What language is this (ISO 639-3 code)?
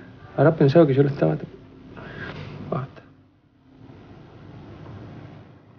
spa